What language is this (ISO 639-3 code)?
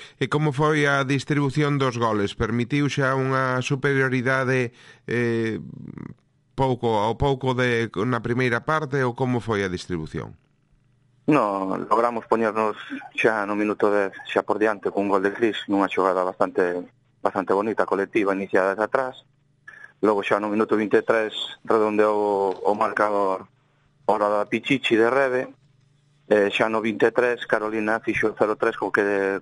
glg